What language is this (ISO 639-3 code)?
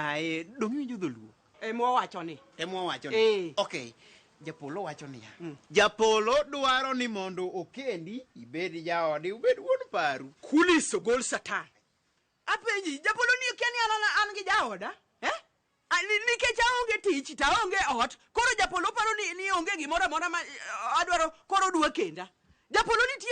luo